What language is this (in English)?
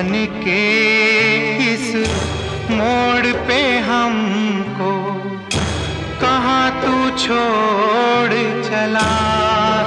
Hindi